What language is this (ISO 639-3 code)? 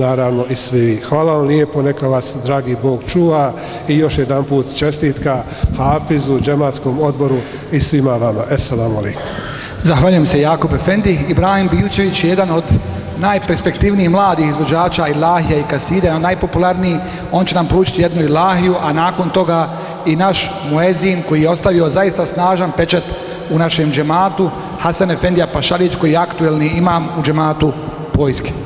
bos